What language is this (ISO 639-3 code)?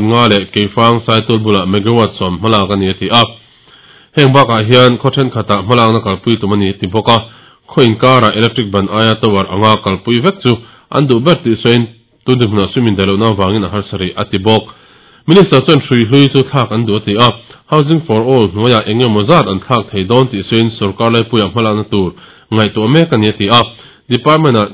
lus